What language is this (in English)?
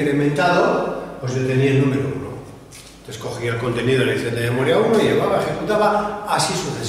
Spanish